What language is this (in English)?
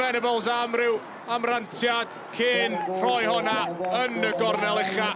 Welsh